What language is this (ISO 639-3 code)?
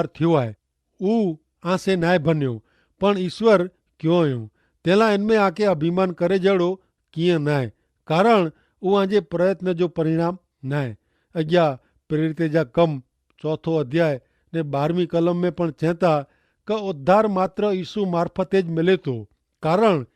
kfr